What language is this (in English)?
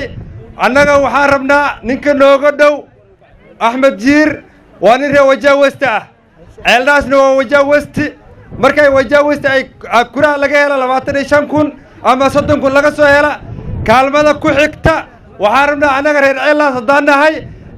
Somali